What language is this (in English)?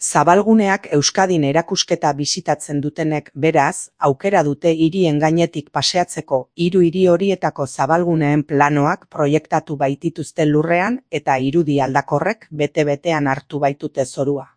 Basque